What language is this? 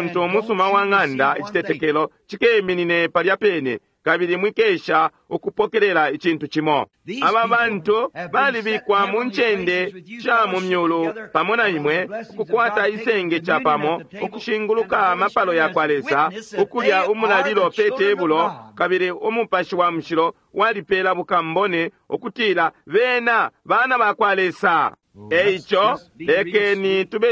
Bemba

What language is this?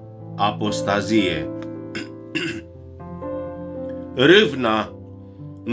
Romanian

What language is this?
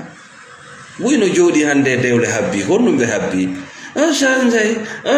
Fula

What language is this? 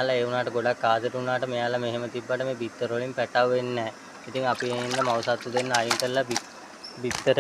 Sinhala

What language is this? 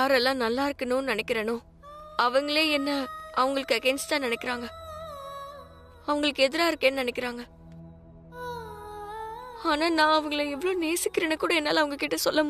Tamil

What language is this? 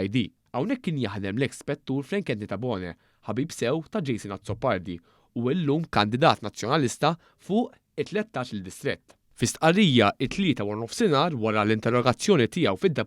Maltese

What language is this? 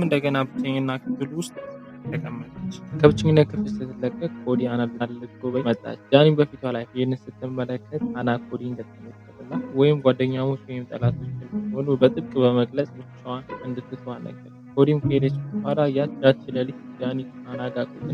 Amharic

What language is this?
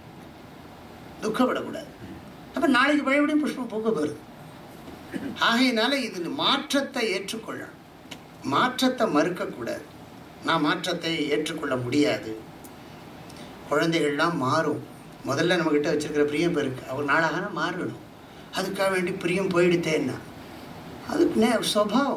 Tamil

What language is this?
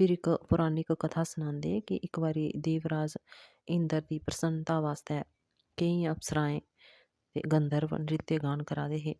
Dogri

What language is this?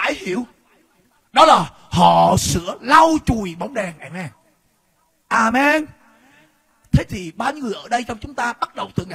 Vietnamese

